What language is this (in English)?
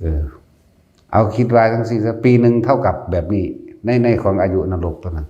Northeastern Thai